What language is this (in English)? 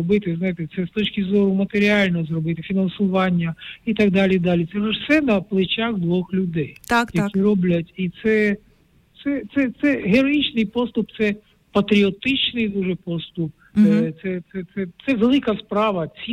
Ukrainian